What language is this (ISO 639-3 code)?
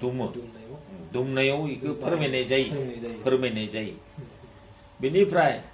brx